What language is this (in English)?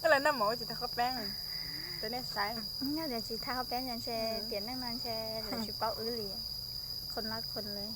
Hmong